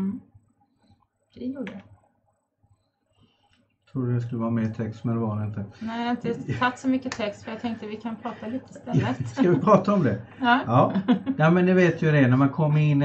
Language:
Swedish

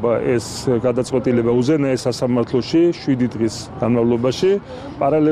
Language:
Georgian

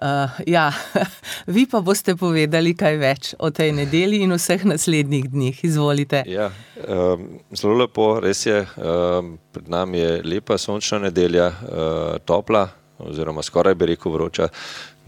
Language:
Slovenian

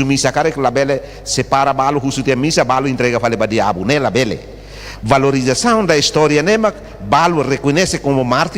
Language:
Tetum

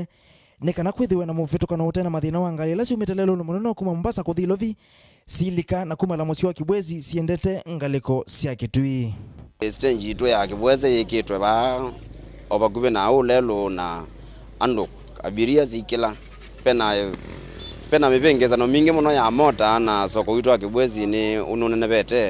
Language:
Kamba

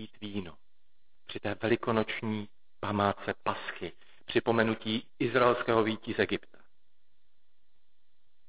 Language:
Czech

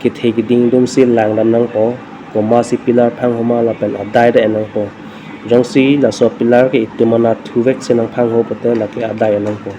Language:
Karbi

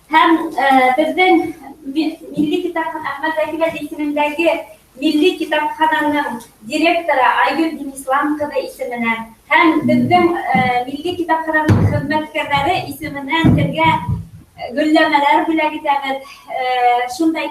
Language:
Bashkir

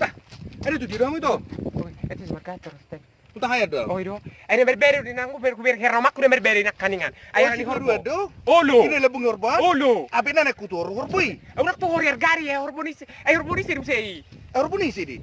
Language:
Batak Toba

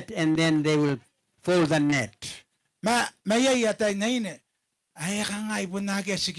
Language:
Gilbertese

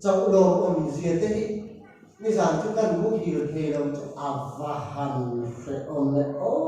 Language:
Mizo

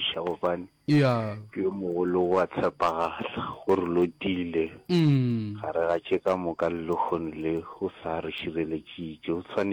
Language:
Northern Sotho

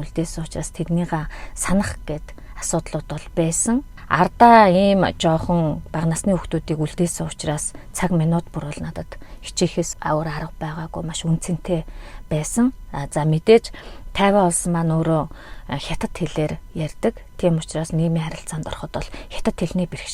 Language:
Mongolian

